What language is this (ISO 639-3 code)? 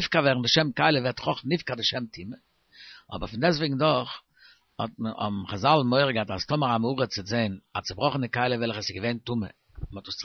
yid